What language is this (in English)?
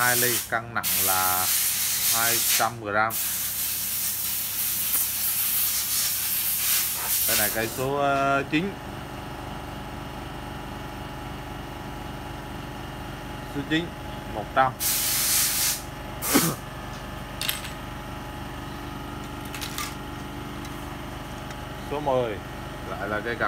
Vietnamese